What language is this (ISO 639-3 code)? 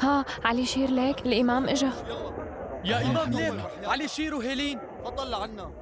apc